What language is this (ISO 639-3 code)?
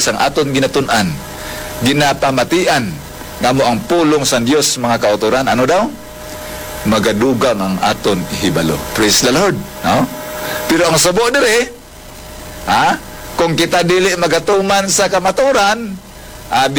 hil